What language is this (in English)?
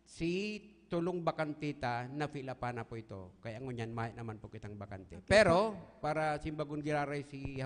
Bikol